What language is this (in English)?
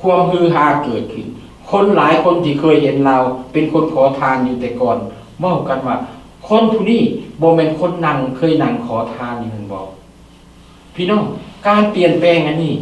Lao